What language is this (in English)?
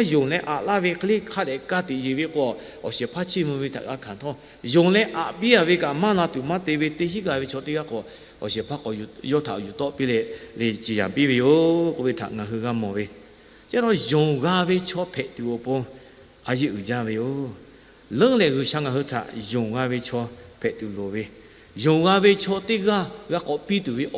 Lahu